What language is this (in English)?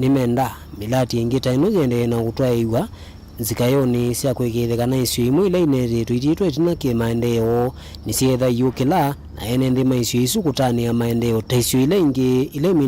Kamba